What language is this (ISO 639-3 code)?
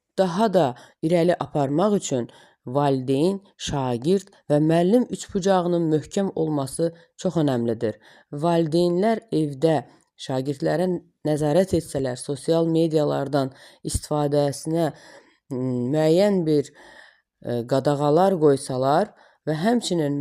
aze